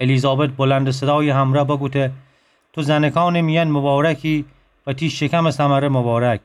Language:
Gilaki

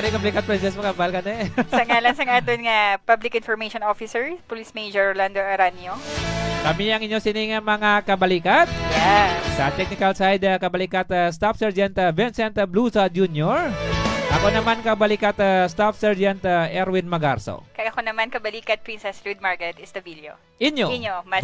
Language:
Hiligaynon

